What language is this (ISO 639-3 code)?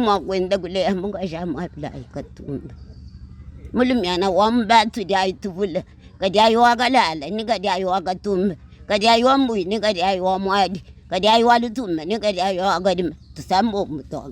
lua